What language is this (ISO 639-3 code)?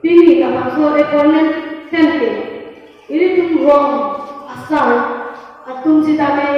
mjw